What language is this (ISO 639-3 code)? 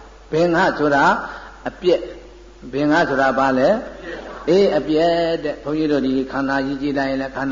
mya